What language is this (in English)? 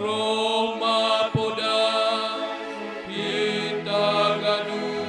Batak Simalungun